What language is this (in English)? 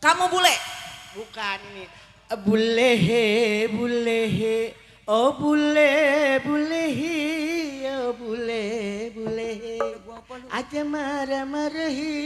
Betawi